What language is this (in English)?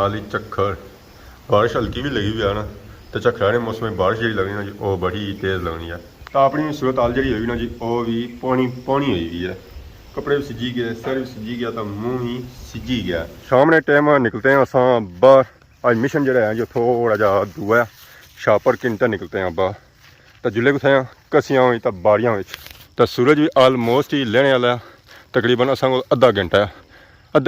Pahari-Potwari